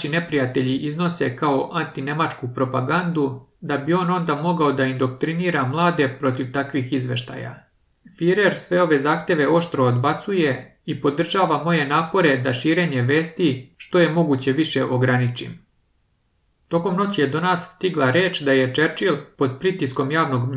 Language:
Serbian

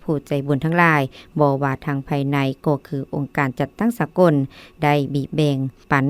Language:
Lao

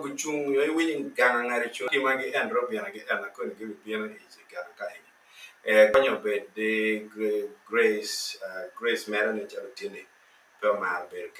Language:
Acoli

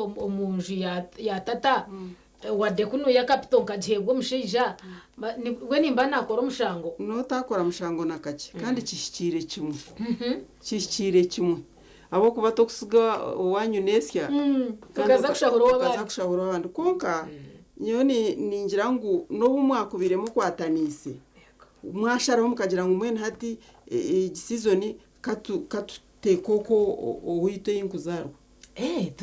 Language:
Nyankole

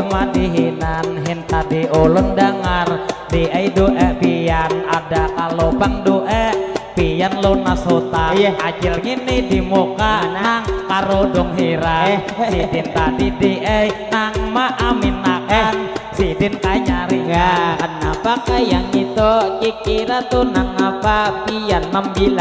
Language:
Banjar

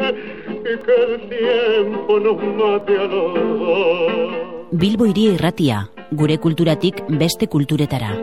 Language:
Basque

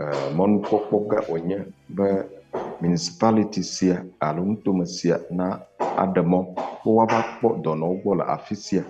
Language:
Ewe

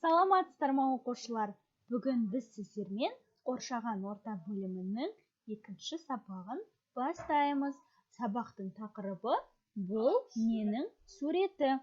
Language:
Kazakh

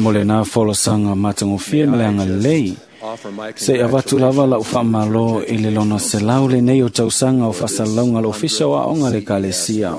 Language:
Samoan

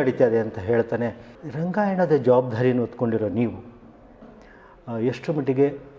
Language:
Kannada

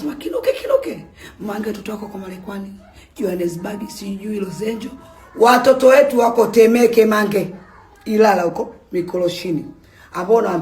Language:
Swahili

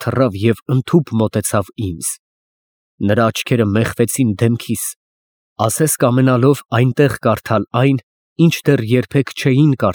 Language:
Armenian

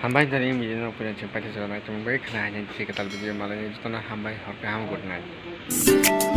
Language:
Kok Borok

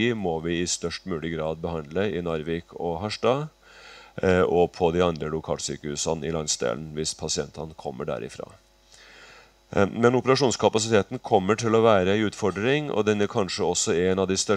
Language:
Norwegian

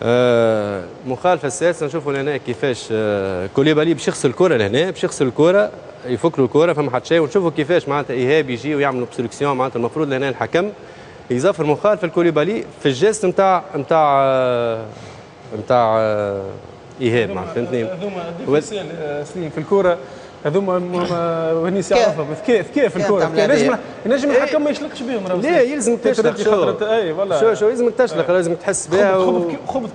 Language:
Tunisian Arabic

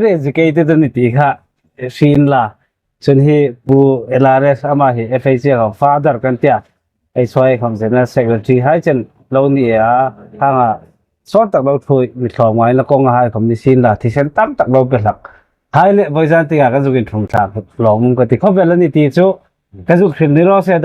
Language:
Hmar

